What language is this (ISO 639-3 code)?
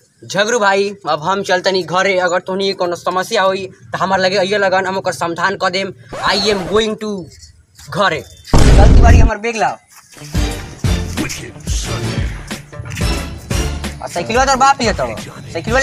bho